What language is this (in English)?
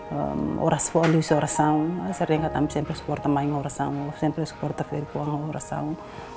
Tetum